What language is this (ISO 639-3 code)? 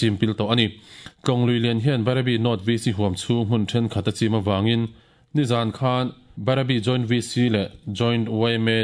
lus